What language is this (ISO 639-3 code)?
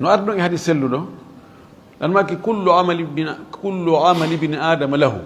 ful